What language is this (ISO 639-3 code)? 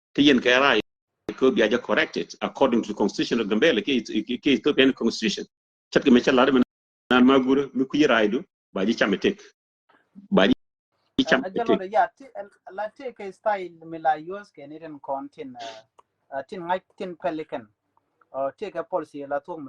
nus